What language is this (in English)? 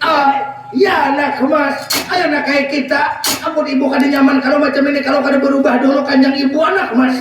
Banjar